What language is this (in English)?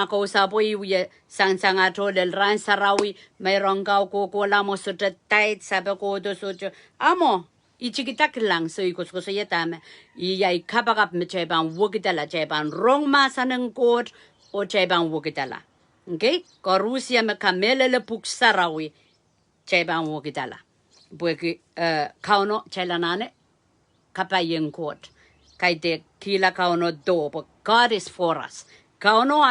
Pohnpeian